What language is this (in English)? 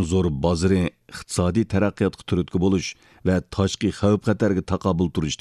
Uyghur